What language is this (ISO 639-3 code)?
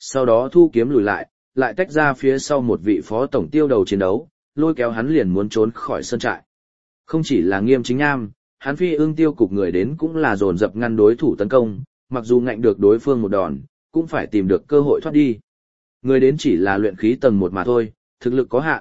vie